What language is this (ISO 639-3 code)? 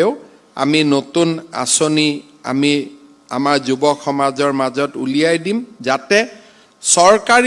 asm